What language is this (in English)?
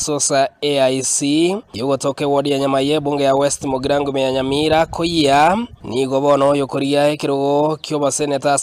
Gusii